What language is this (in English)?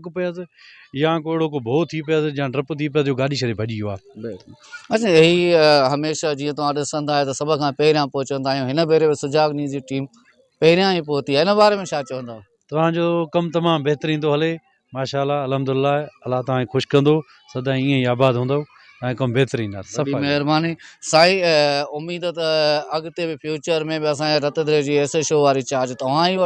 Sindhi